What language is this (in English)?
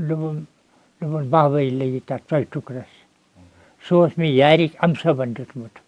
Kashmiri